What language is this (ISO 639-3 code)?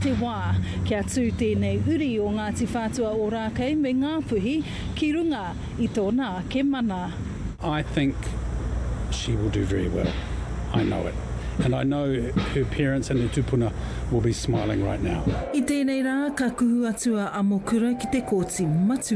mri